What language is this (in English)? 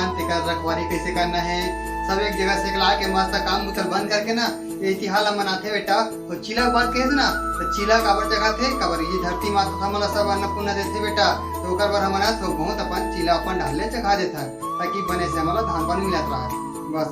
Chhattisgarhi